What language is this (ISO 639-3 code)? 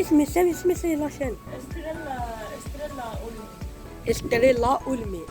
arq